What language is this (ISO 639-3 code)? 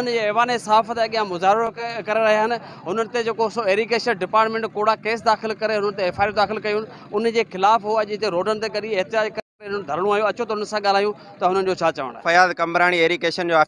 snd